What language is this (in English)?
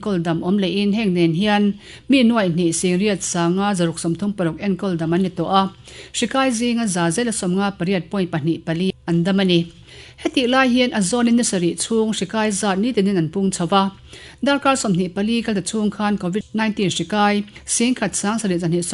Mizo